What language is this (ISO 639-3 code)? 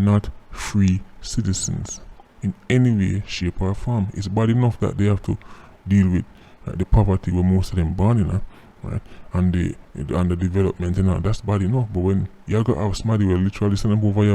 jam